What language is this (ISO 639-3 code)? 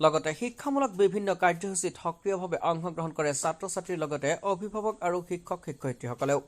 asm